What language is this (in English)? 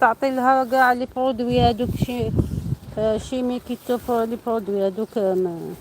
Algerian Arabic